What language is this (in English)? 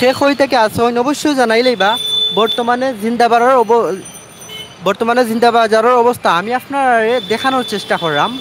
Sylheti